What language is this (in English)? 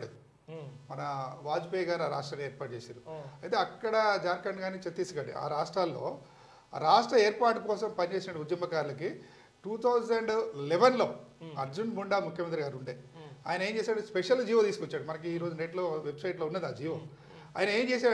Telugu